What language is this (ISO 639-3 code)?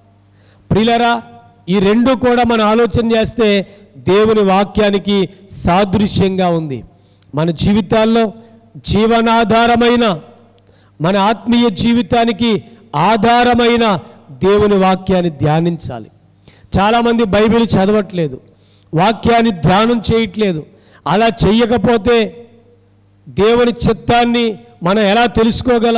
tel